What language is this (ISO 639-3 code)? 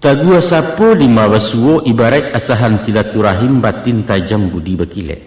min